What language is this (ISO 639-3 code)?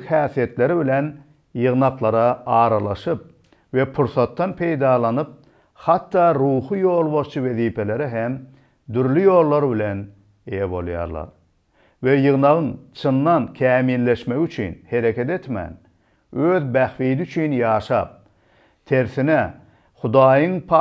tuk